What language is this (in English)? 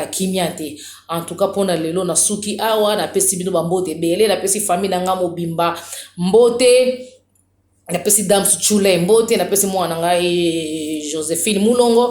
Lingala